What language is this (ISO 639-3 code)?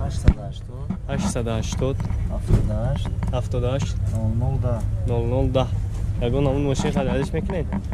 tgk